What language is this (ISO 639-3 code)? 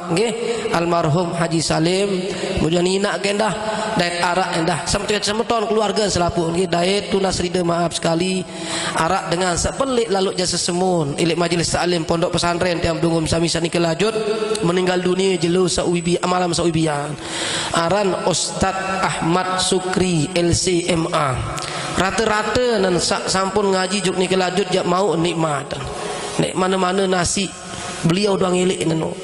sas